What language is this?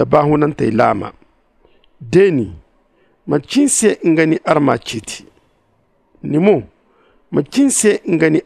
Zarma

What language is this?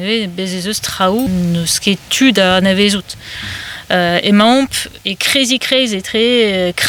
Breton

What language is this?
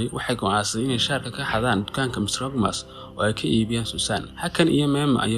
Somali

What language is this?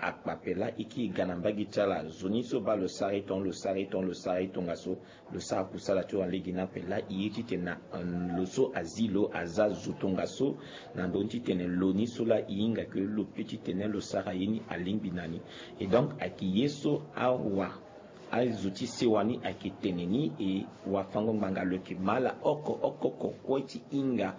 Sango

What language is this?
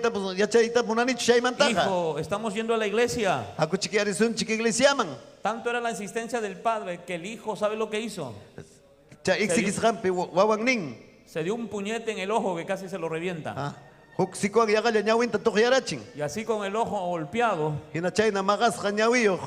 Ayacucho Quechua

